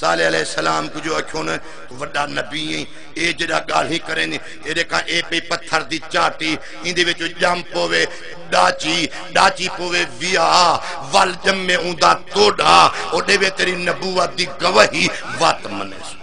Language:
Saraiki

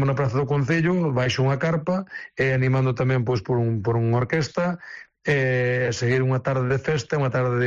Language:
Galician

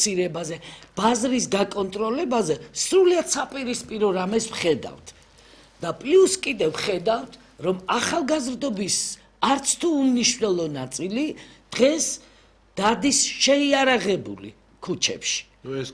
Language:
Georgian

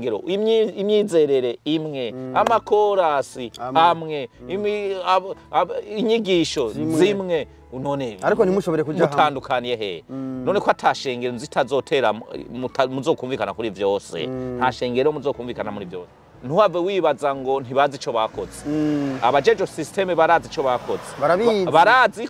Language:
Rundi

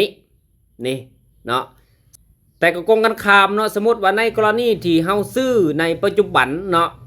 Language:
Lao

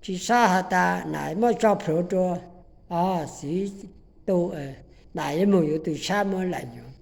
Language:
Hmong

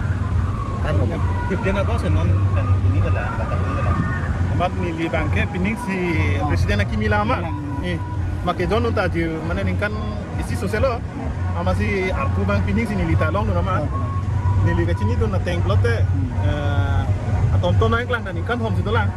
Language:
Karbi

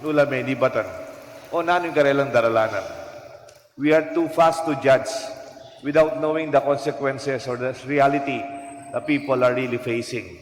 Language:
Pampanga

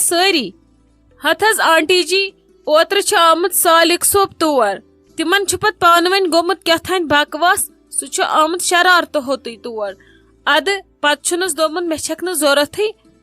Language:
Kashmiri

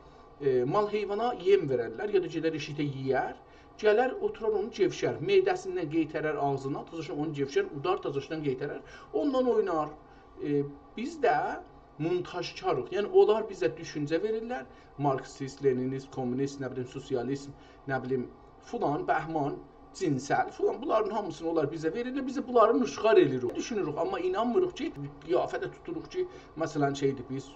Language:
South Azerbaijani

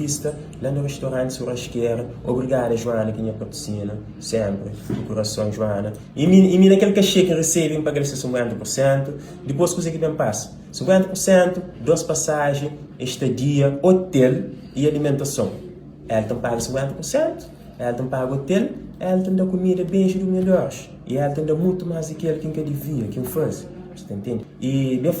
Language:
Kabuverdianu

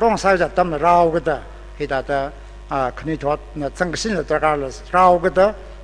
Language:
Tangkhul Naga (India)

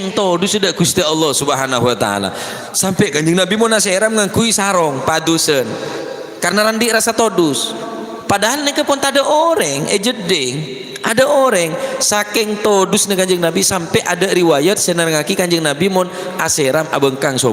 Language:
Madurese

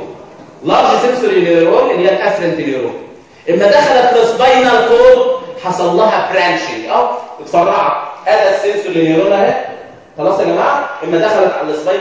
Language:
Egyptian Arabic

